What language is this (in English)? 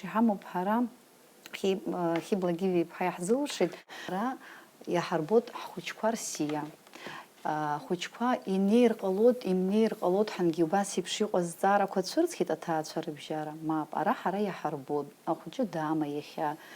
Abkhazian